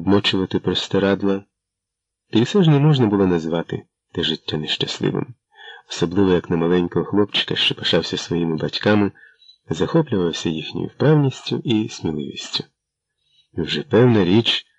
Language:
Ukrainian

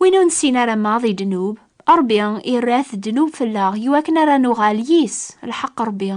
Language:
Kabyle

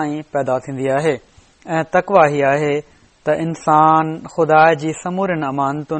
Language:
Sindhi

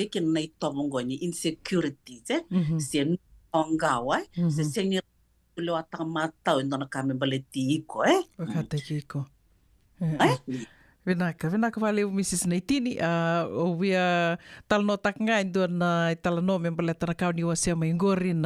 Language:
Fijian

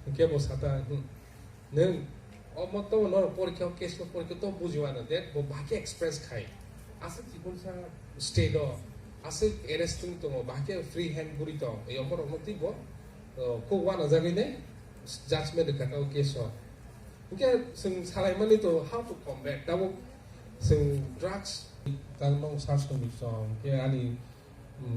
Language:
Kok Borok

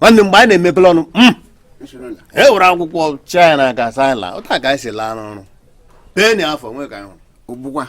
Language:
Igbo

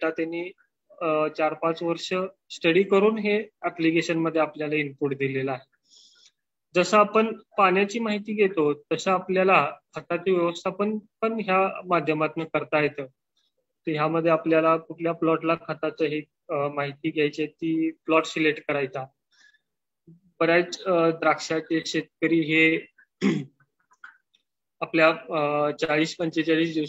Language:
Marathi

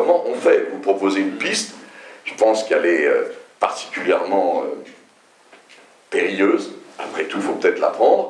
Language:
French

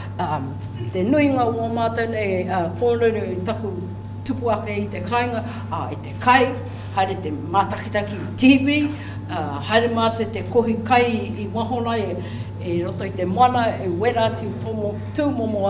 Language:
Māori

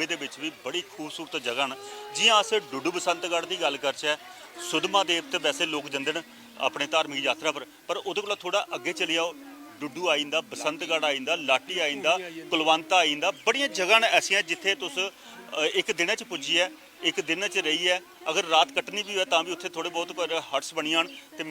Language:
Dogri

